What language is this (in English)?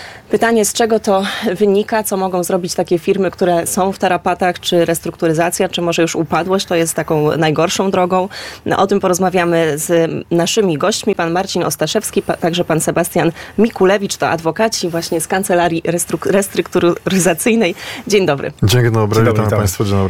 Polish